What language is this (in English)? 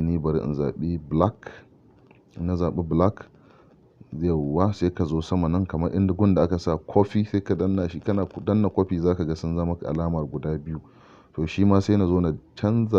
Hausa